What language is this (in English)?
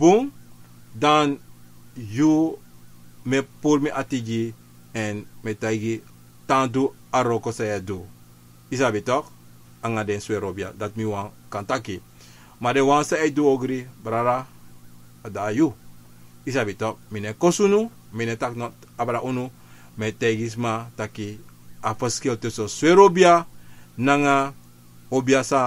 Sranan Tongo